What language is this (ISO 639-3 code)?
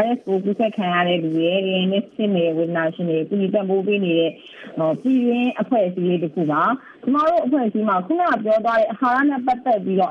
mya